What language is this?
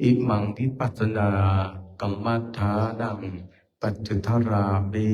Pali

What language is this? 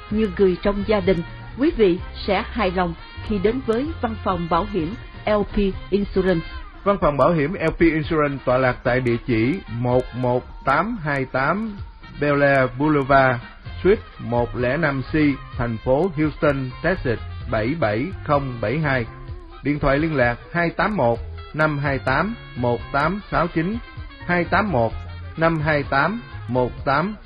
Vietnamese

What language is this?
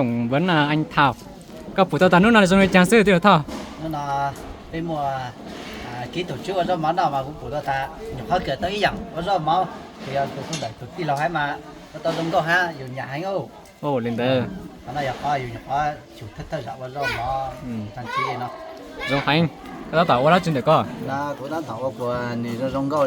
Hmong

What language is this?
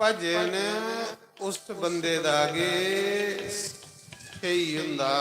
Dogri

